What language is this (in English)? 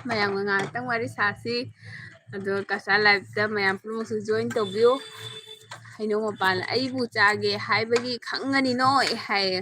Manipuri